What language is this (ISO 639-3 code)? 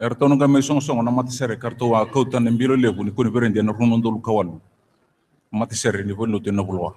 fij